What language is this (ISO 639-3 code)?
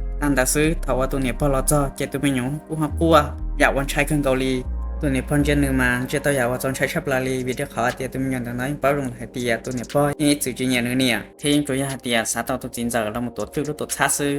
hmn